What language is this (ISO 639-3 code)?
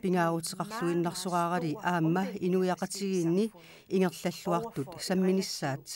kal